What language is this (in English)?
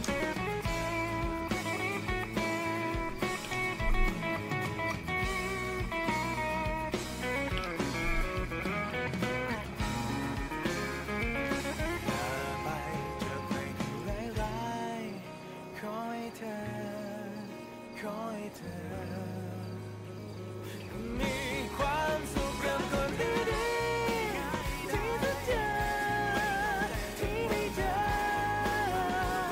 Thai